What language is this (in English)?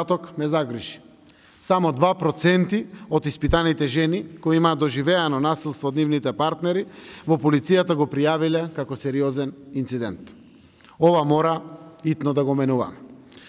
Macedonian